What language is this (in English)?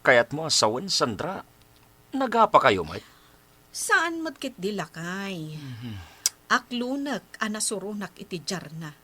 Iloko